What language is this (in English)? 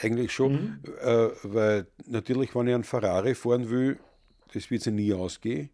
Bavarian